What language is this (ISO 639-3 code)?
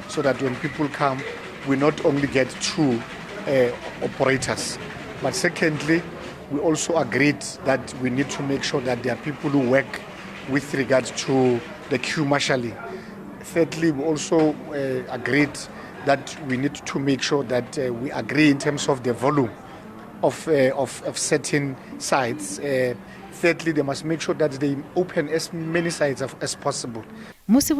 ven